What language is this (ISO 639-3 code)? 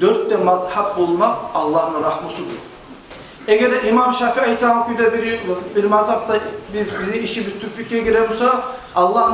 kum